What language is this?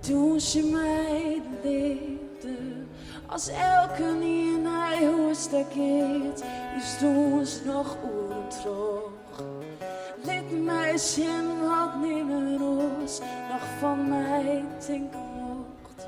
Western Frisian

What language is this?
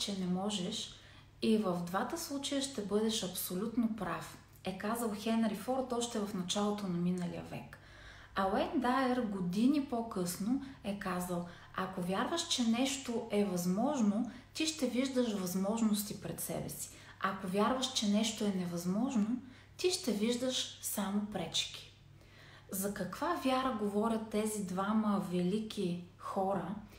Bulgarian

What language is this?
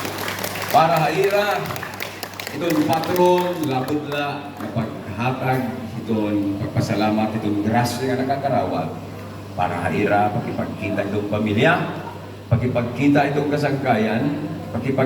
Waray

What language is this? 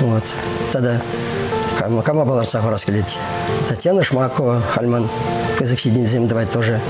Chuvash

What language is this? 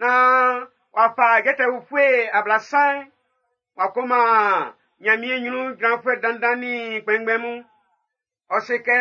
Baoulé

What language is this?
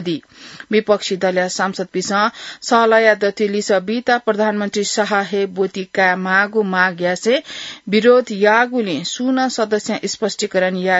Newari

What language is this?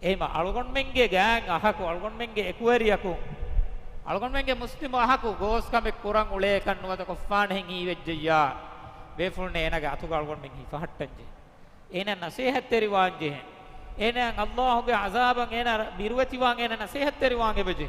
Divehi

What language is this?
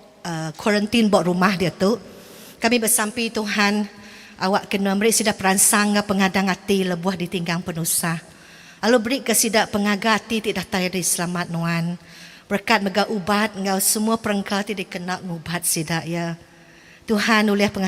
Iban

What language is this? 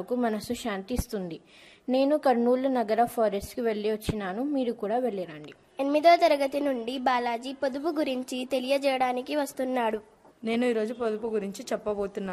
Telugu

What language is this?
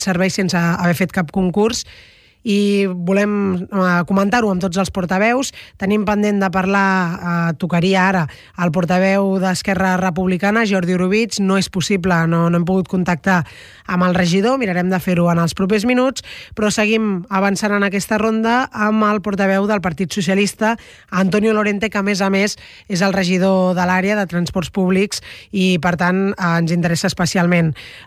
Catalan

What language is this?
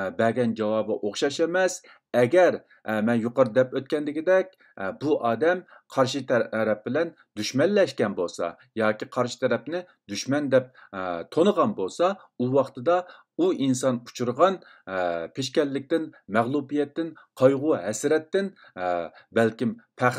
Uyghur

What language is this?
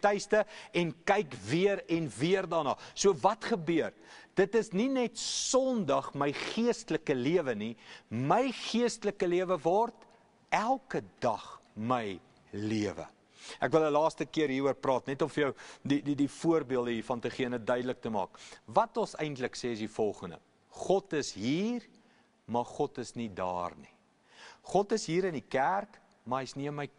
Afrikaans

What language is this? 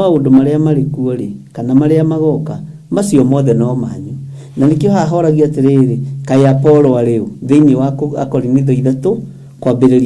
Kikuyu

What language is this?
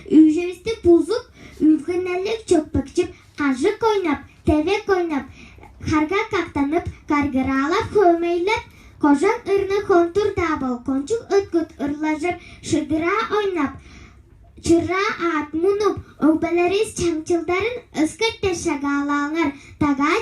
Tuvinian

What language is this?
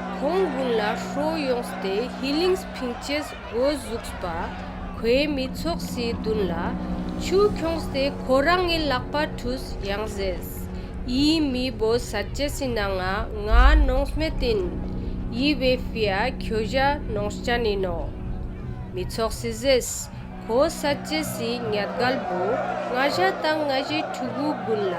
Ladakhi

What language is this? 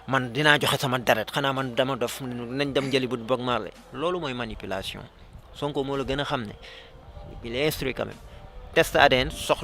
Wolof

